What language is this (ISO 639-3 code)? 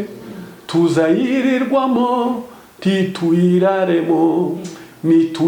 kin